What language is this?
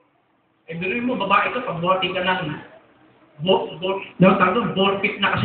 Filipino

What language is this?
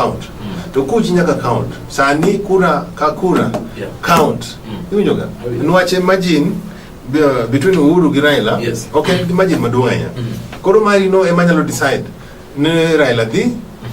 Luo (Kenya and Tanzania)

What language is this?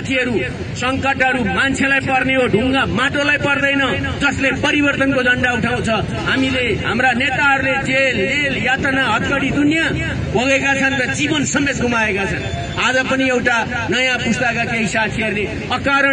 Nepali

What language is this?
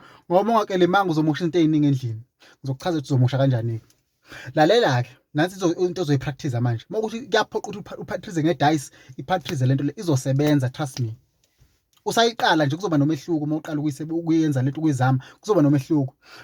Zulu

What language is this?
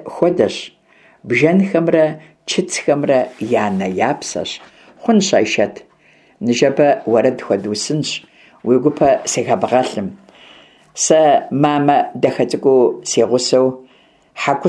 Kabardian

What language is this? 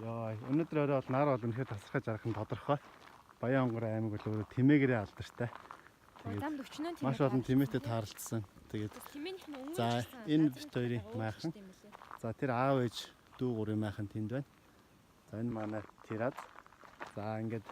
Mongolian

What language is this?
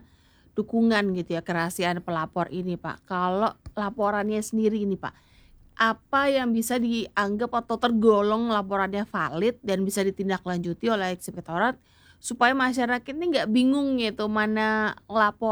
Indonesian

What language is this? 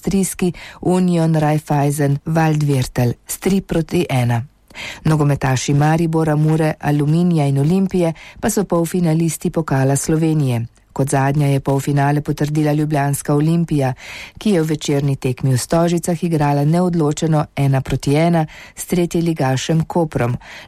Slovenian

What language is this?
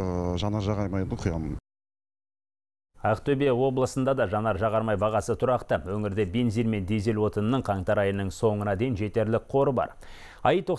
Kazakh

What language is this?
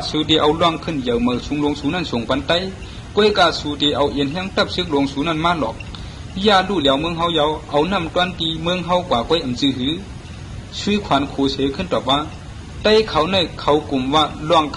Shan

